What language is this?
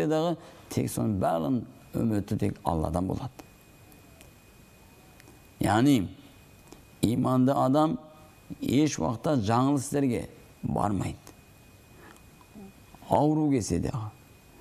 Kazakh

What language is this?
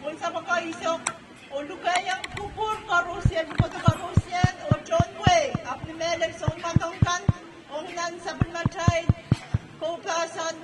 Pohnpeian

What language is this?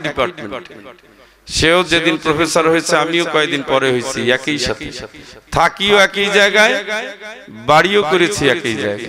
Bangla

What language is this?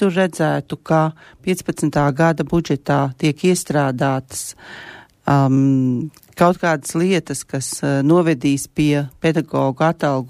Latvian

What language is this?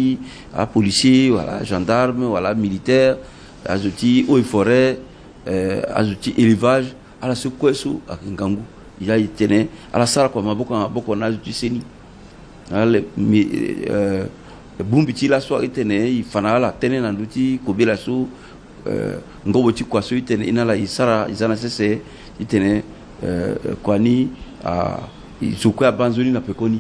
Sango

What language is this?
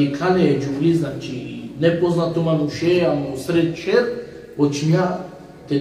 Balkan Romani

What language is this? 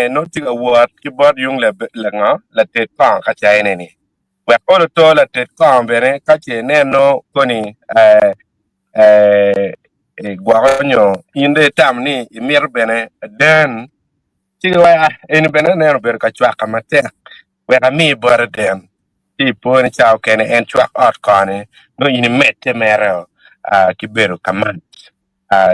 Acoli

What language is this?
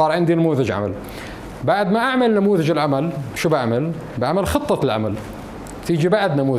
North Levantine Arabic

